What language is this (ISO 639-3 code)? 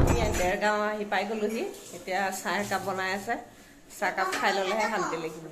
asm